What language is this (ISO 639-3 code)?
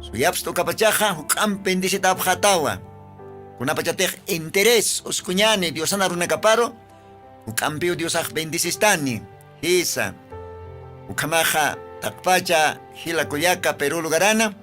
aym